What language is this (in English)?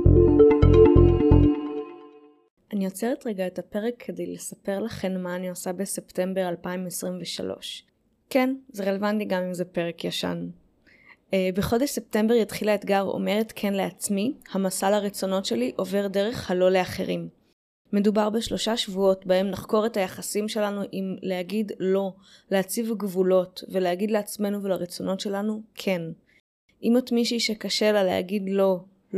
Hebrew